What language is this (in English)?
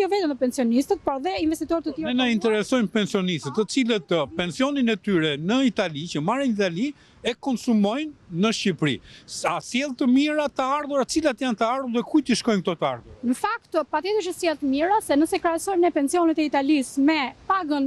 Albanian